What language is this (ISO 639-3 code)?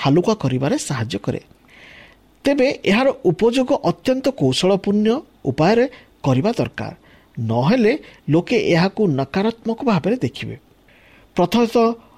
ori